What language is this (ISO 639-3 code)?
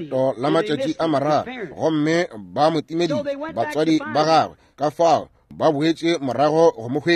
nso